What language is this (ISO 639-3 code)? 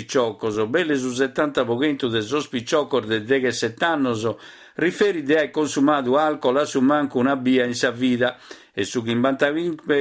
srd